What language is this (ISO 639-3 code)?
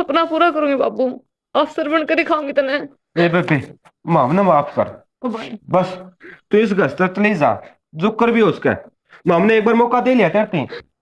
bgc